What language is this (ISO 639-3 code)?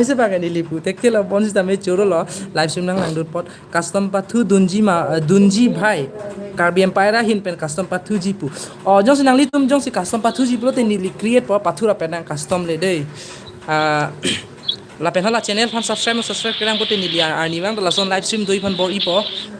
mjw